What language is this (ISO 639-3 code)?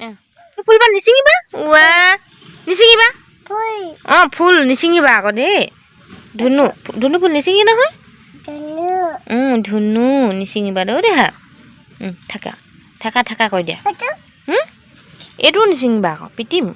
asm